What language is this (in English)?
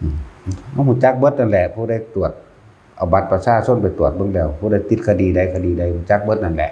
Northeastern Thai